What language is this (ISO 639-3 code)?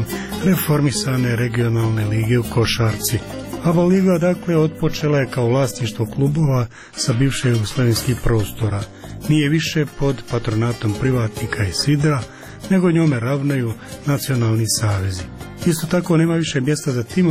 srp